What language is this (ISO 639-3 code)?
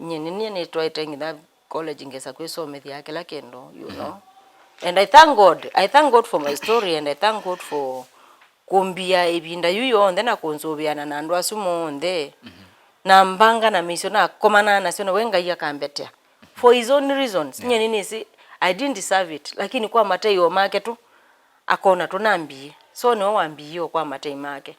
kam